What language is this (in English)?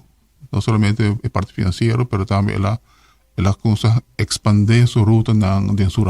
Papiamento